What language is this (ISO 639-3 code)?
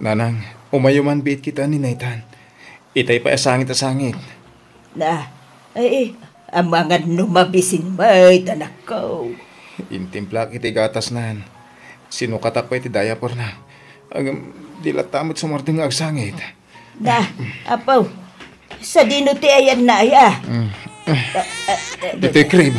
ilo